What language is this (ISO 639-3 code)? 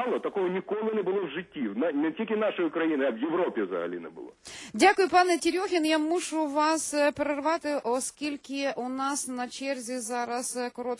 ukr